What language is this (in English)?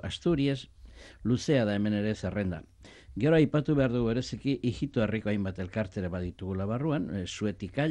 Basque